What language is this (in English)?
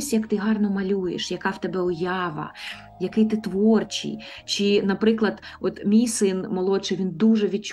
Ukrainian